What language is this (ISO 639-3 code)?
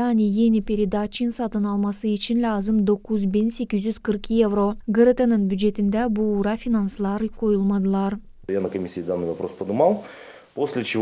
gag